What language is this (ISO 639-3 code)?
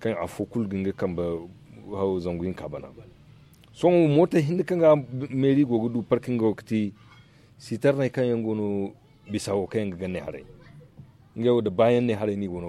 dje